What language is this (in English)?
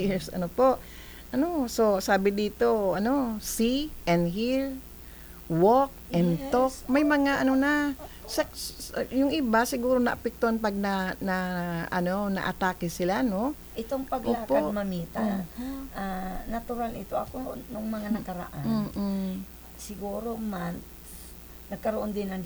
Filipino